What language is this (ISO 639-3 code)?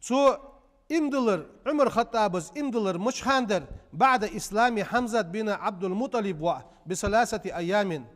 inh